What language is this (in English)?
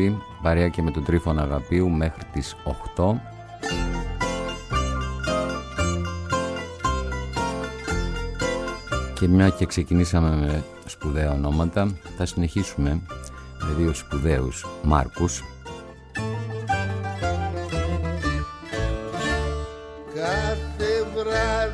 Greek